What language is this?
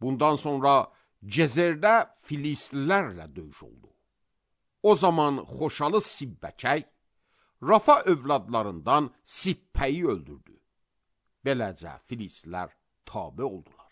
Azerbaijani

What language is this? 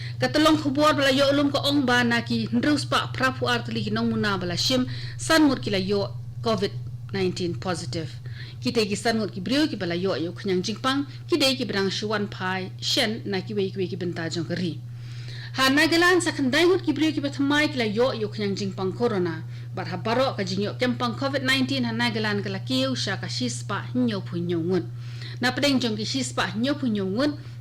Khasi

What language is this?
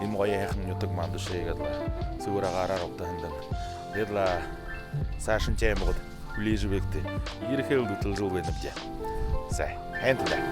Buriat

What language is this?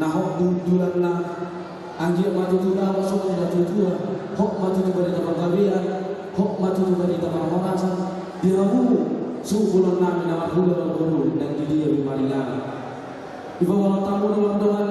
Batak Toba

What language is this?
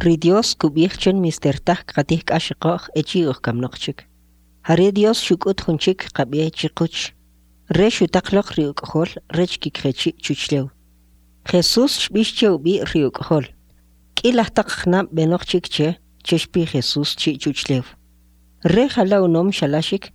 Kʼicheʼ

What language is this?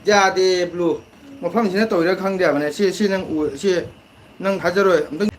Manipuri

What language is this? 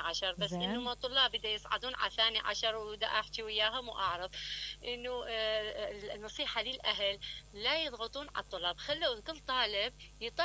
Mesopotamian Arabic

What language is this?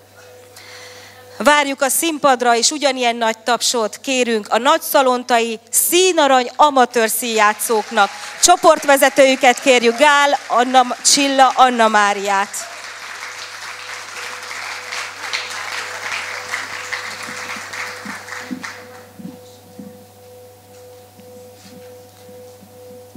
Hungarian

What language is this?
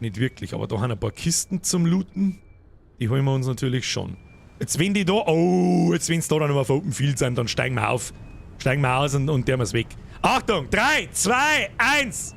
Bavarian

